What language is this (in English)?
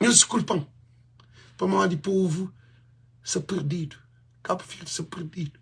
Kabuverdianu